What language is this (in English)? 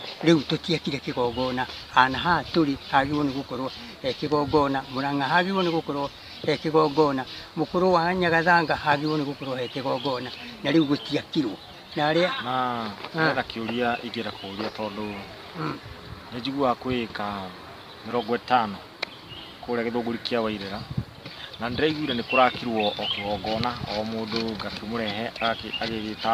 Kikuyu